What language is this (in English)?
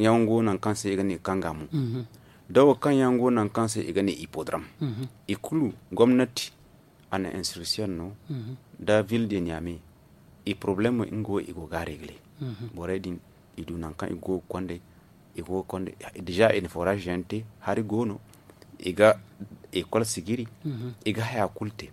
Zarma